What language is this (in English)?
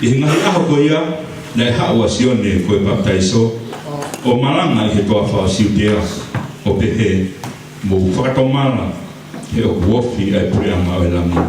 Tongan